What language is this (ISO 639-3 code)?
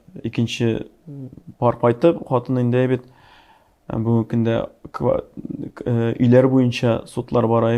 tat